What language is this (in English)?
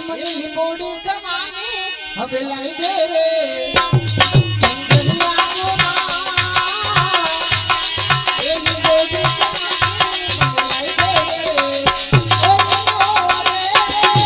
Gujarati